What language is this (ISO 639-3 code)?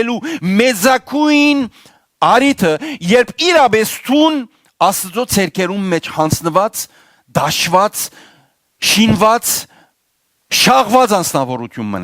hyw